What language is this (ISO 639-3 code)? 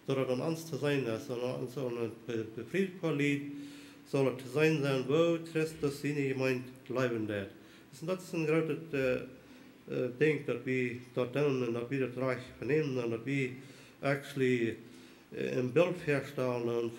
pdt